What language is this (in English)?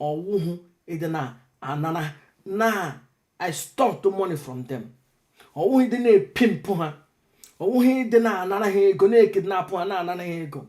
Igbo